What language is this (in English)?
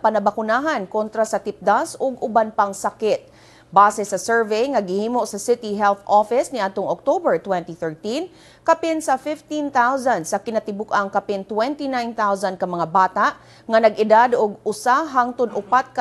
Cebuano